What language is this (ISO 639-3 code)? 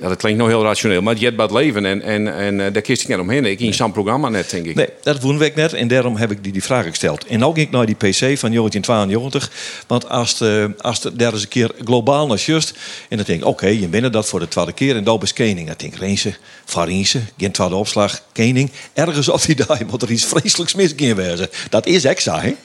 fry